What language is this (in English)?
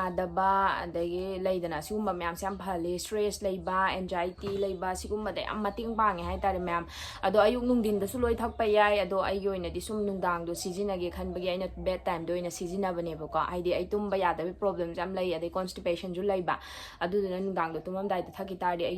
Manipuri